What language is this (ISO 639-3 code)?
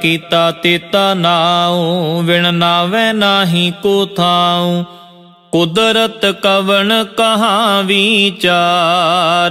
pan